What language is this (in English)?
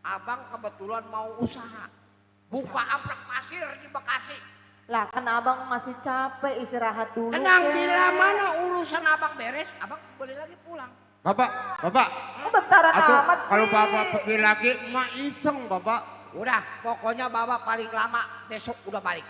Betawi